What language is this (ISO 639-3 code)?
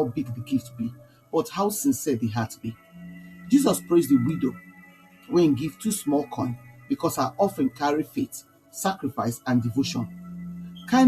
pcm